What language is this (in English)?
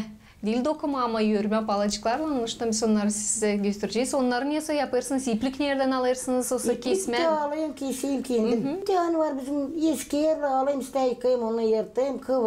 Gagauz